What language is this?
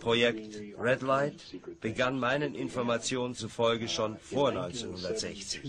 German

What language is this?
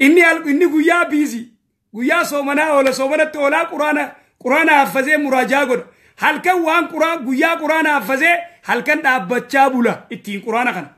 Oromo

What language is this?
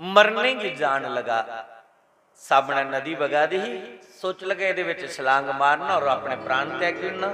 Dogri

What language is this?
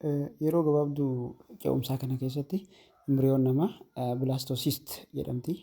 Oromo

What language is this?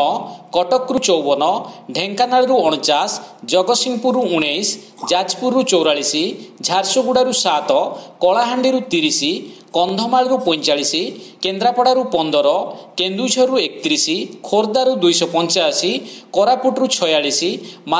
Odia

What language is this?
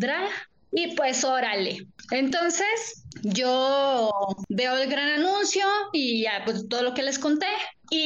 Spanish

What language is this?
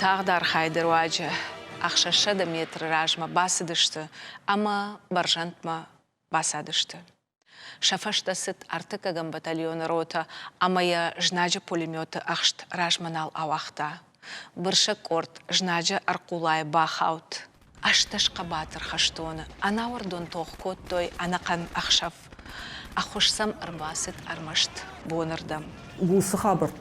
Ossetic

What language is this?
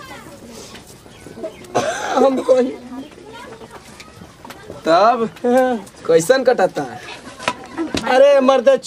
Bhojpuri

